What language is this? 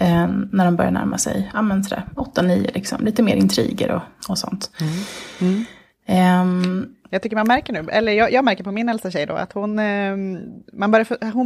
Swedish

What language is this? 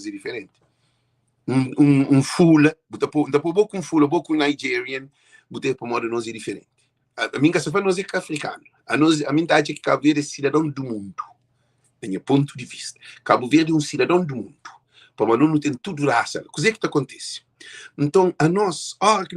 Kabuverdianu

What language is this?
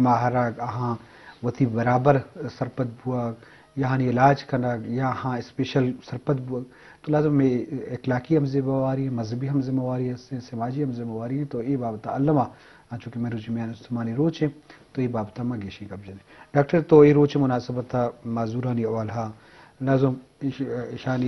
Eastern Balochi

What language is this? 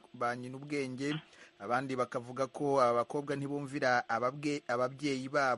Kinyarwanda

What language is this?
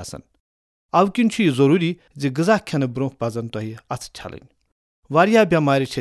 Kashmiri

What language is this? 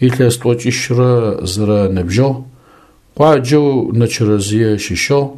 Adyghe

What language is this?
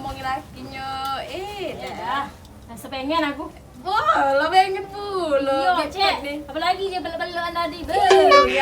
Musi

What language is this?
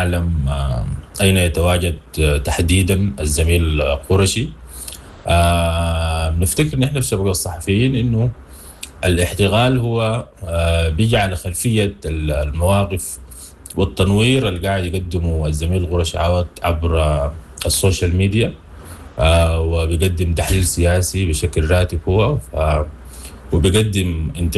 Sudanese Arabic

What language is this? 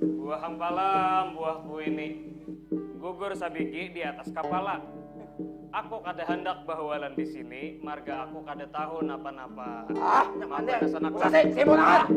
Banjar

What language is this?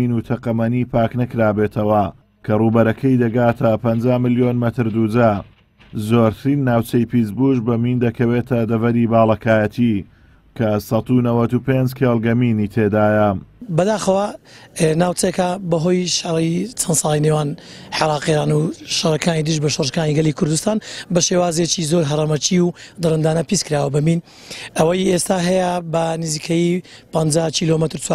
Central Kurdish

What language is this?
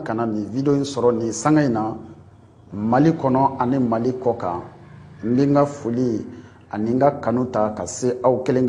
Bambara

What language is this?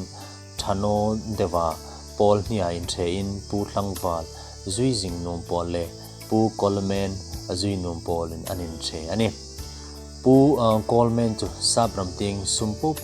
Hmar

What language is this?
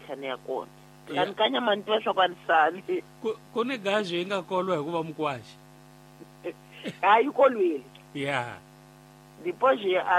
Tsonga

